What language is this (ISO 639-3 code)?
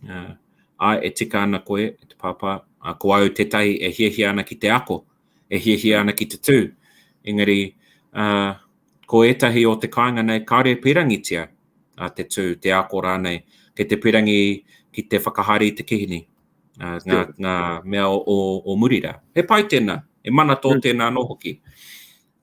mri